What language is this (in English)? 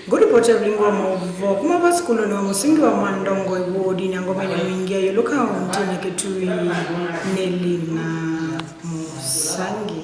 Kamba